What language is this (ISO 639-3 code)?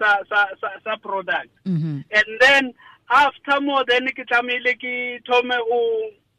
tsn